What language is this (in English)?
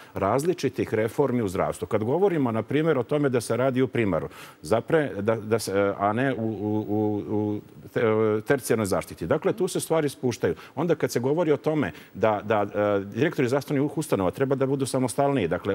Serbian